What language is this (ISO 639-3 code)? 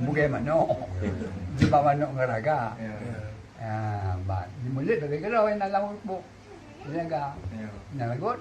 ace